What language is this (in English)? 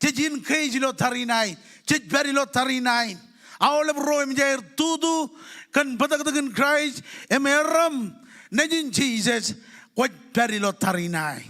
Marshallese